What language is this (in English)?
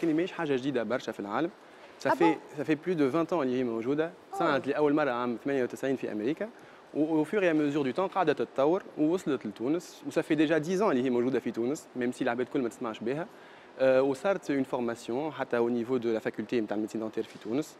Tunisian Arabic